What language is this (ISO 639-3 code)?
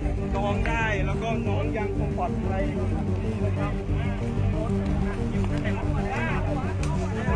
tha